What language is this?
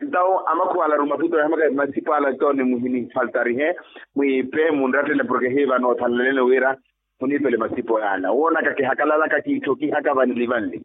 Makhuwa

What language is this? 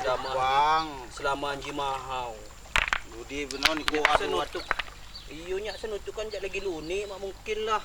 Lampung Api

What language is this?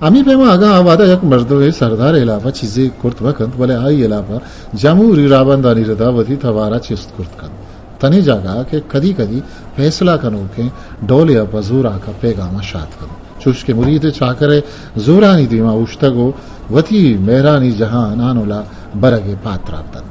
Eastern Balochi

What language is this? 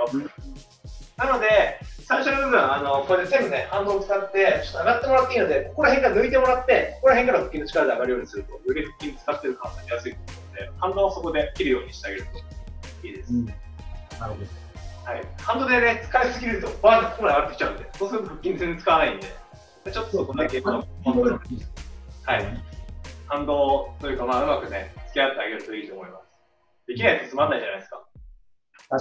Japanese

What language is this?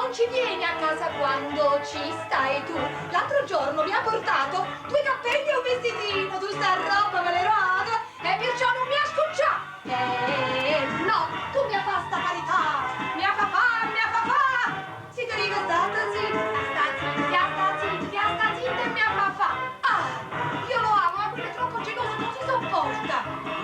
Neapolitan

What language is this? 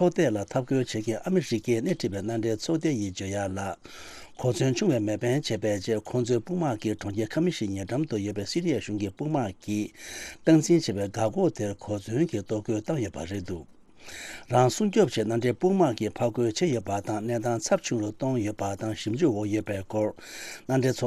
Tibetan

